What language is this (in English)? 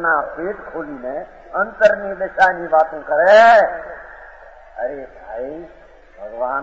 Gujarati